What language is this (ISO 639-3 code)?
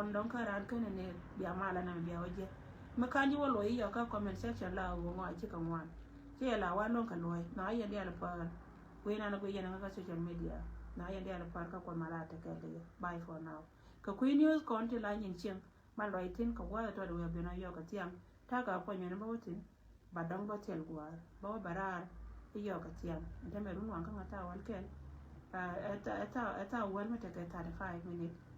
nus